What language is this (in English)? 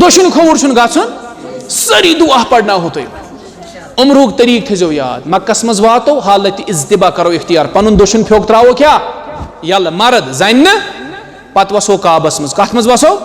Kashmiri